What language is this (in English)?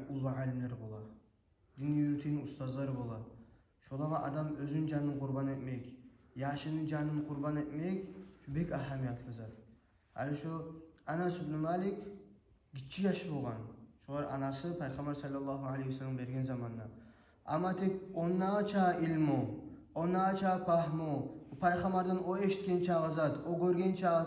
Kumyk